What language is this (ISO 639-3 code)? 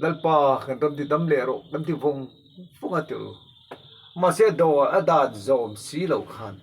lus